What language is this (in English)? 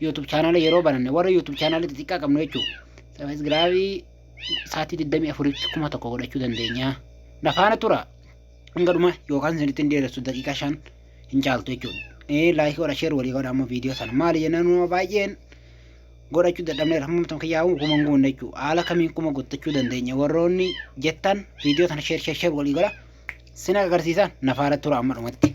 Oromo